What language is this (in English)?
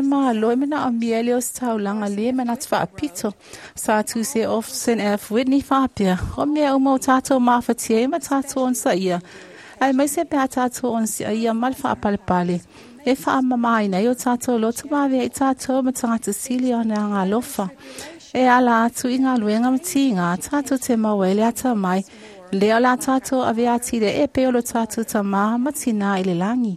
Samoan